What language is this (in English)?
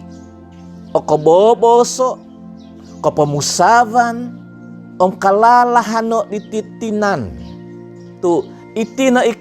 Central Dusun